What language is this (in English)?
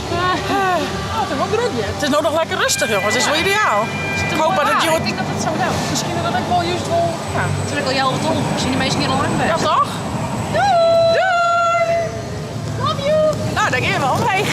Western Frisian